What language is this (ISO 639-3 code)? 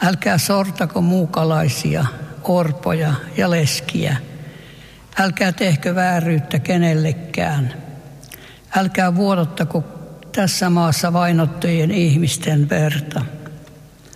fin